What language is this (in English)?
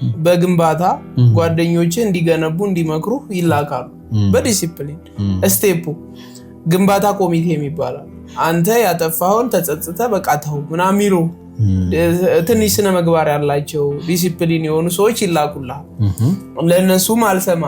Amharic